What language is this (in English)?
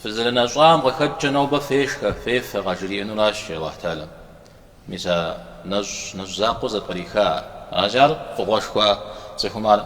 Kabardian